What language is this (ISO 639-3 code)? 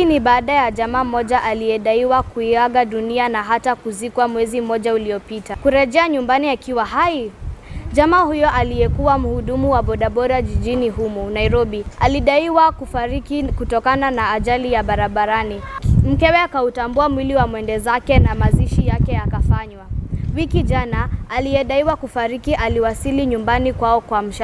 swa